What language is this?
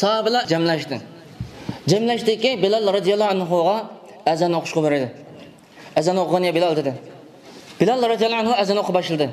Uyghur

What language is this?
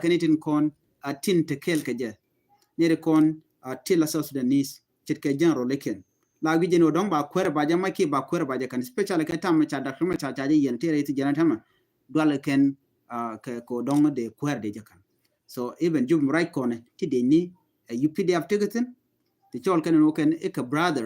Nuer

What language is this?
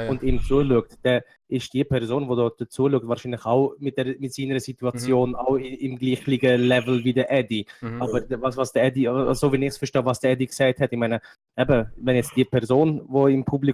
Swiss German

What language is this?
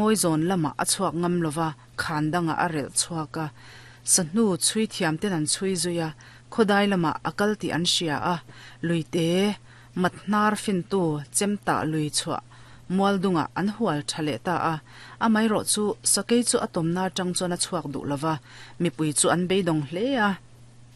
Mizo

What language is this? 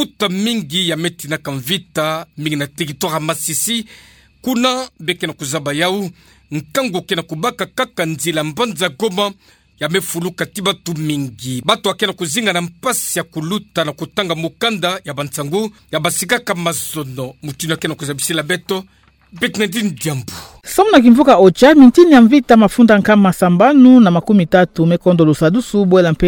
Kituba (Democratic Republic of Congo)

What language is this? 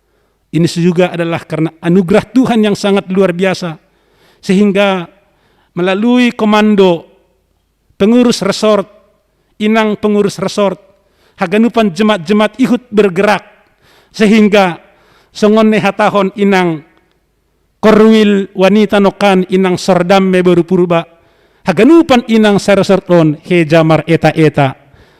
Batak Simalungun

